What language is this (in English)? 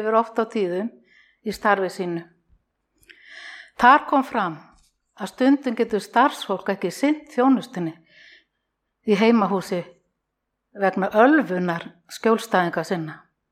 Icelandic